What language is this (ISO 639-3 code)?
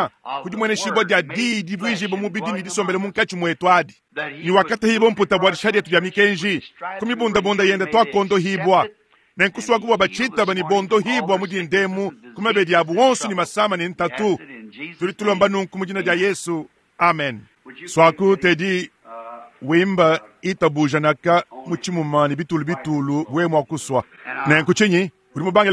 lua